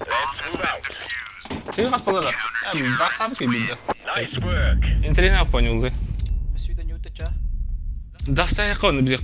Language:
Yakut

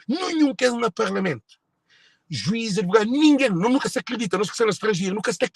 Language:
Kabuverdianu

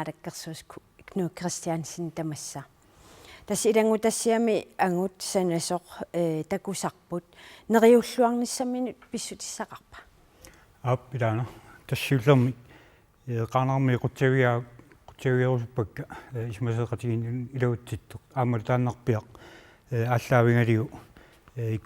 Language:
Kalaallisut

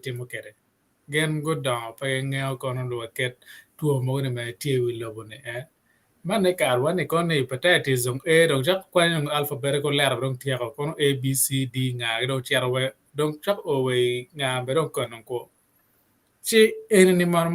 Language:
Acoli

